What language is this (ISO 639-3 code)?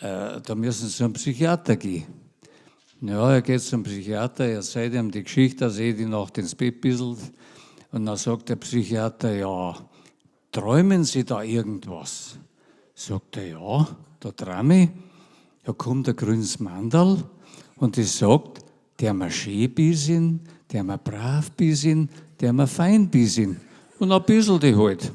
bar